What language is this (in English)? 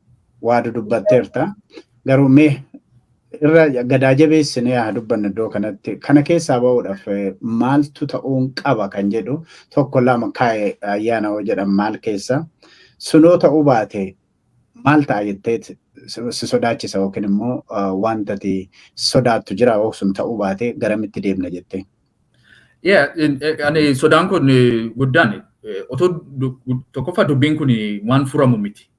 Oromo